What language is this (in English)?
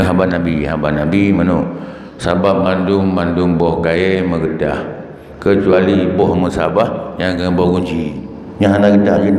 Achinese